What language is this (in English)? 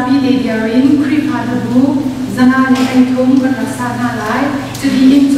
Hakha Chin